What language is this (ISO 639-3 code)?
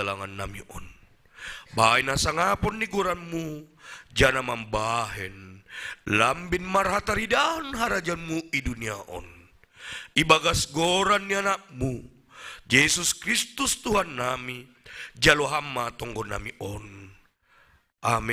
bts